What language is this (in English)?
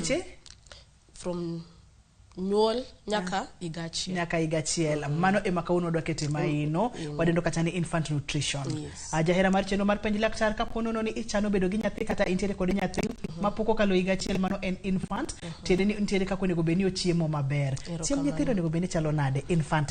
Luo (Kenya and Tanzania)